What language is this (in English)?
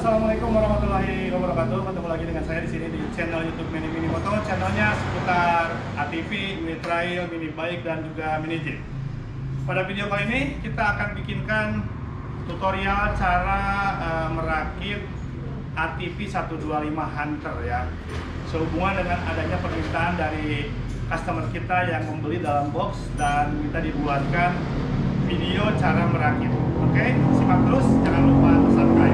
Indonesian